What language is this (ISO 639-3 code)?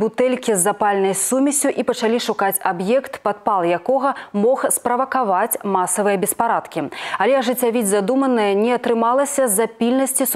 bel